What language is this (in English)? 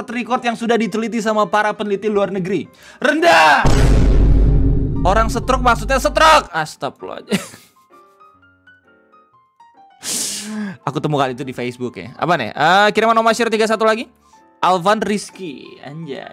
Indonesian